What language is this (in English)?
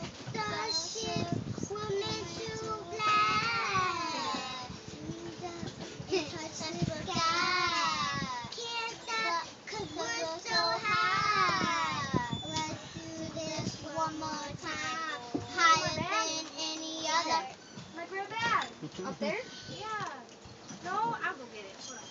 English